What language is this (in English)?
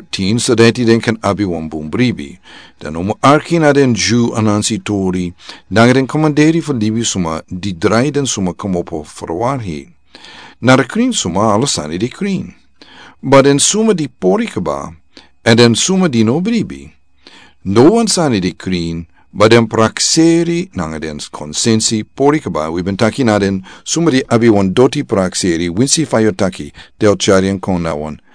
Sranan Tongo